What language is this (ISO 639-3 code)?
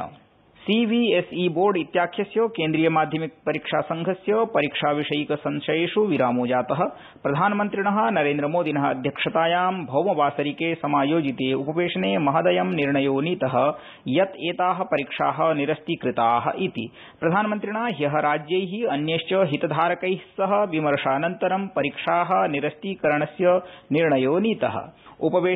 san